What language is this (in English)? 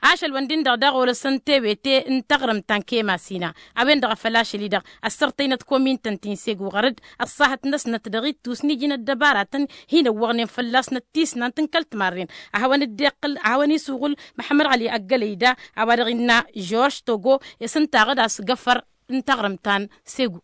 Tamasheq